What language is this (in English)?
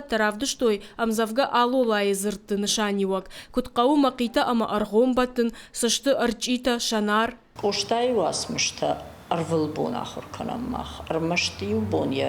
Ossetic